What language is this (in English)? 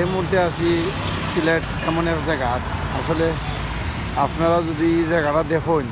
Sylheti